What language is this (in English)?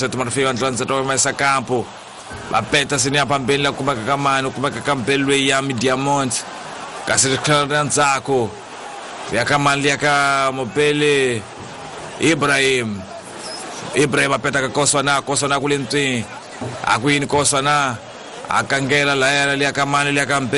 Tsonga